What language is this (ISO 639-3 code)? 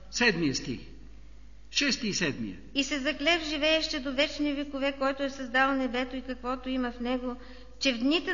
bul